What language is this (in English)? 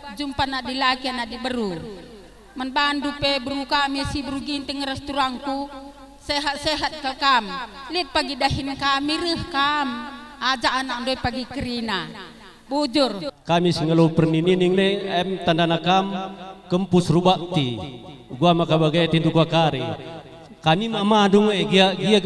Batak Karo